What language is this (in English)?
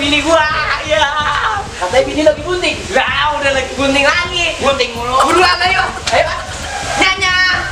Betawi